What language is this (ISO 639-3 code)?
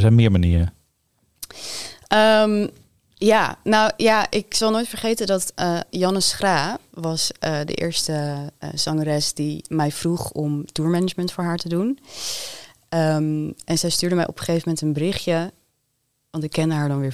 nld